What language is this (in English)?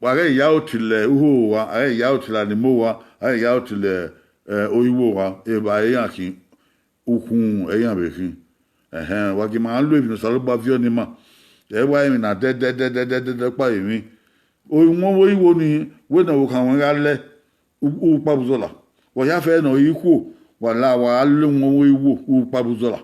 Bini